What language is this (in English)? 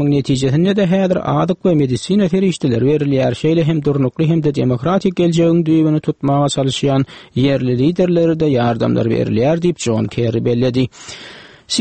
Turkmen